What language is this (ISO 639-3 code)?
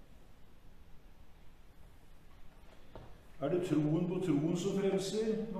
nor